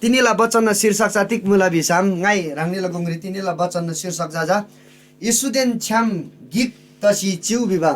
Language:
Eastern Tamang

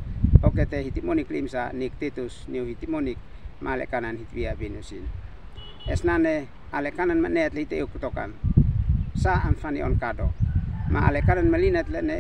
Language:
Uab Meto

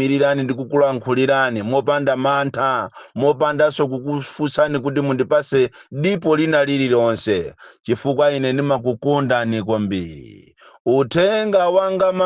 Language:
Nyanja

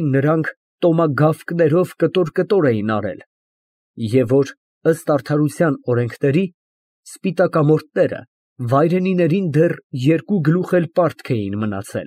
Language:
Armenian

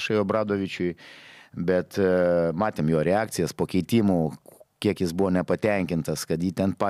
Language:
Lithuanian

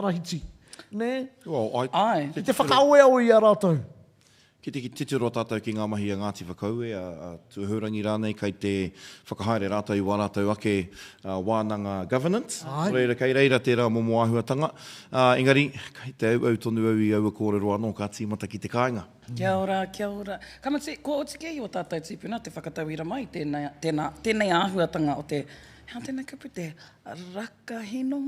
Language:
Māori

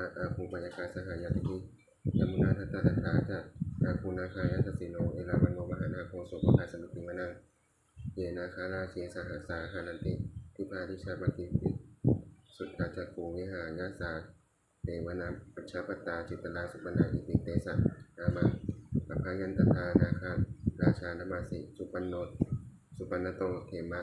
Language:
Pali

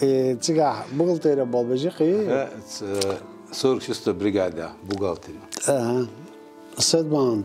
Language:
Chechen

